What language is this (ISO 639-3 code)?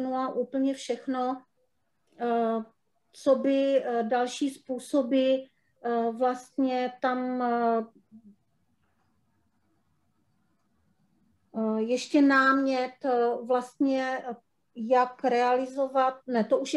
ces